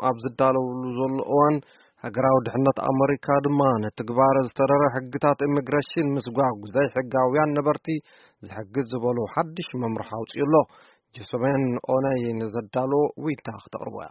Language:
Tigrinya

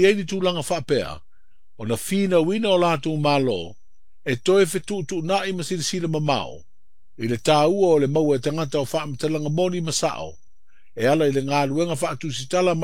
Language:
Samoan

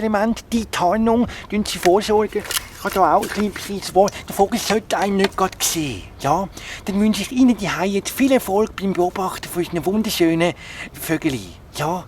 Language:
Swiss German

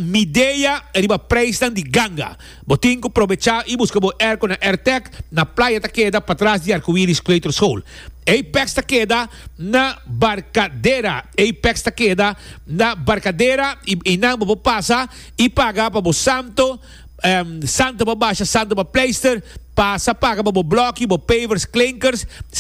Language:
Papiamento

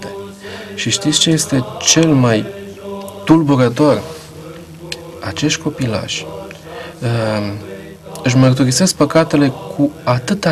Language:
Romanian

